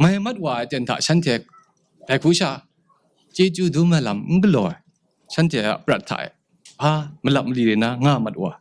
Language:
Kachin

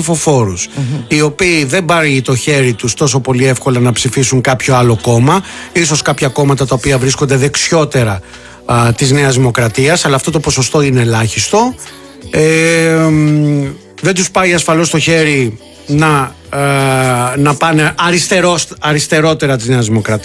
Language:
Greek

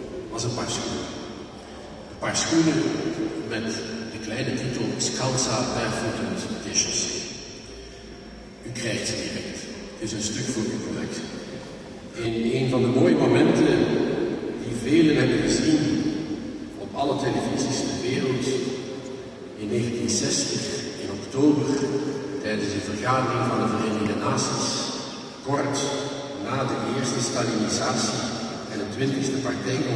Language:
Dutch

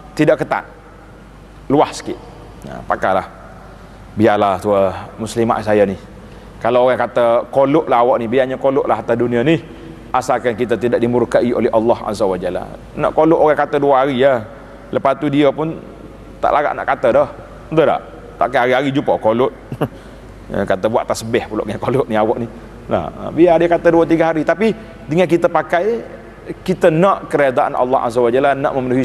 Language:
Malay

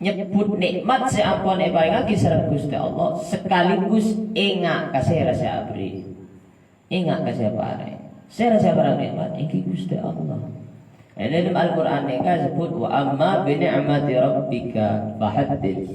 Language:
Madurese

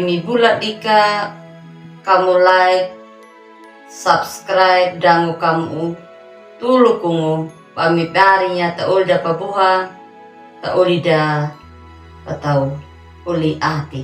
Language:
Anakalangu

